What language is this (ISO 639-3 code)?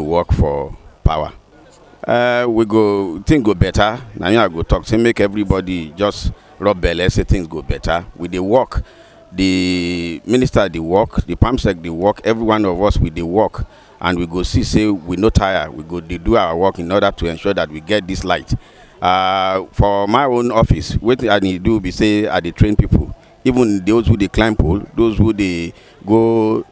pcm